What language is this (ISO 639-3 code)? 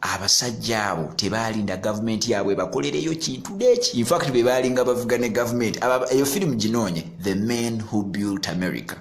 lug